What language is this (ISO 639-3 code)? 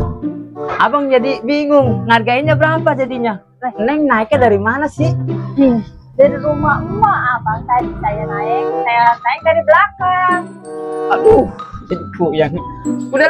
bew